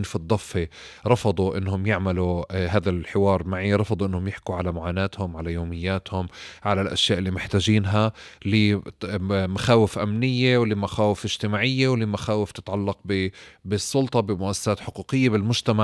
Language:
North Levantine Arabic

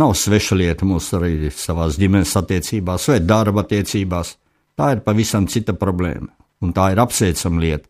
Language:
Latvian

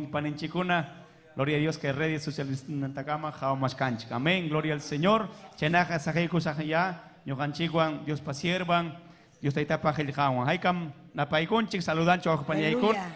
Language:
Ayacucho Quechua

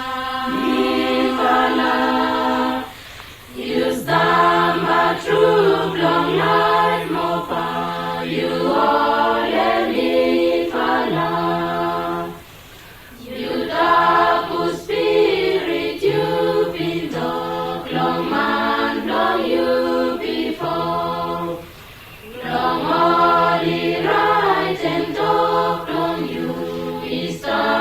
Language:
Araki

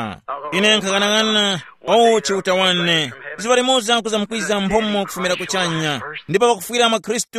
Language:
Tumbuka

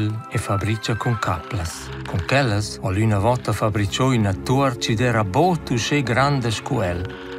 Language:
Romansh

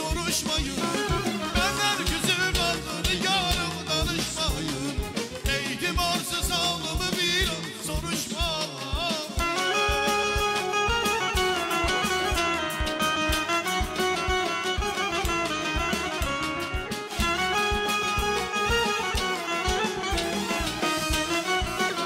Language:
Turkish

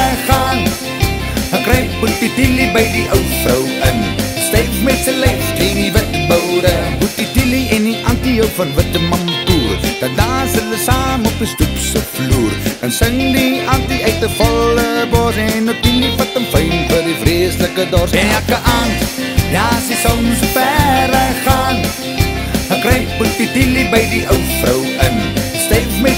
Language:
Afrikaans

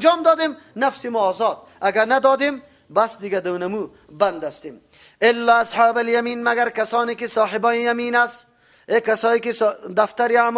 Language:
Persian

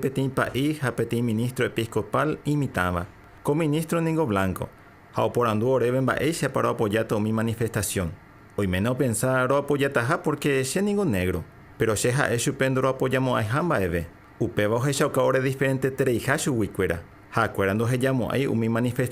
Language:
Guarani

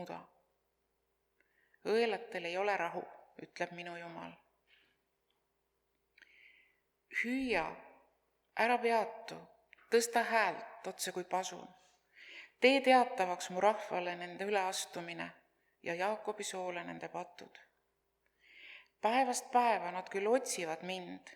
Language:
Estonian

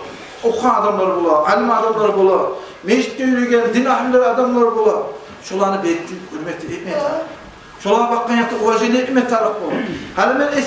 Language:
Kumyk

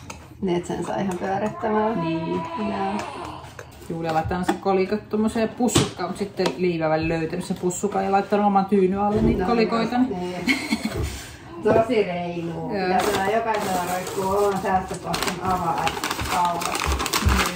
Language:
Finnish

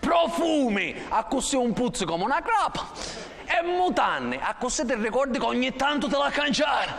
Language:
Sicilian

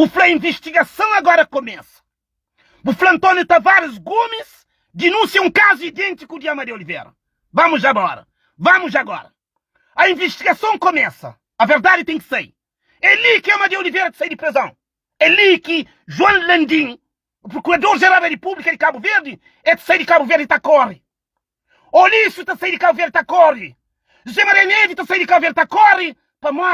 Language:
Kabuverdianu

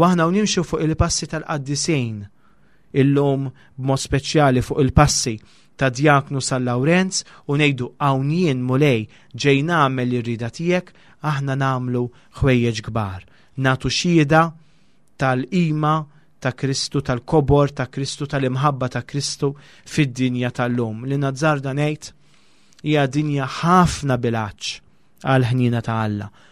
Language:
Maltese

